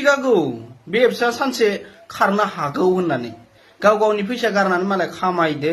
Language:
Bodo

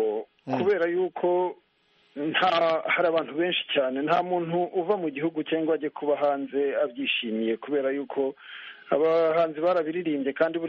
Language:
Kinyarwanda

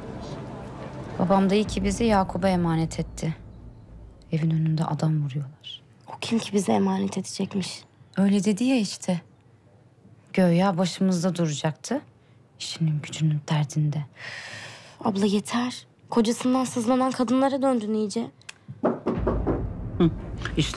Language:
Turkish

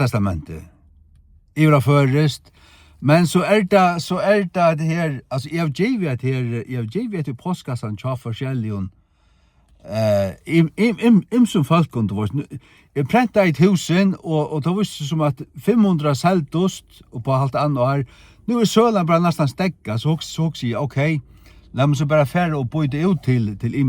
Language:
Faroese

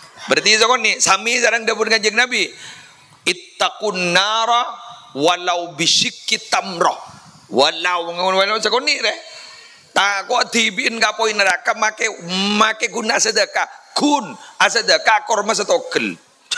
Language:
Madurese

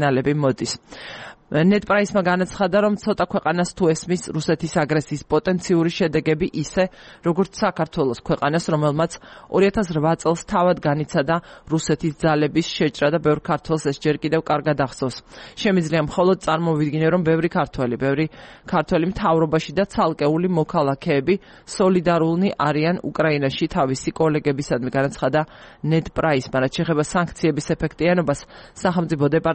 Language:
Georgian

